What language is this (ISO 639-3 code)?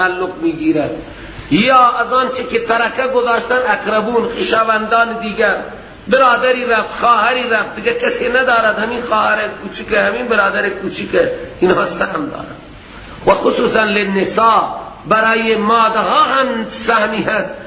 fas